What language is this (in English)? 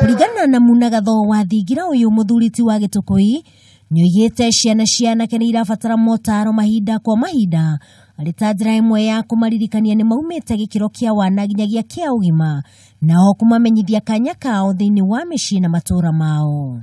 Kikuyu